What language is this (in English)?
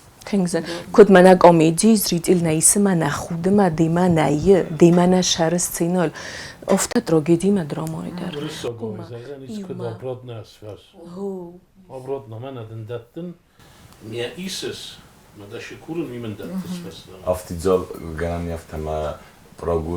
Ossetic